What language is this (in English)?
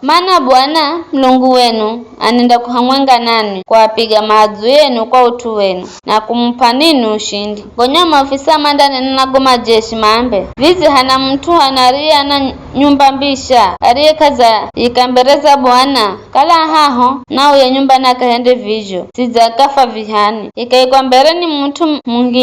Giryama